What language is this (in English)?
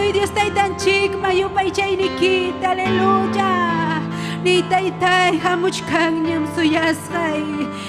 Ayacucho Quechua